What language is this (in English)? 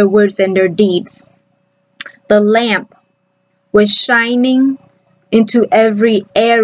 English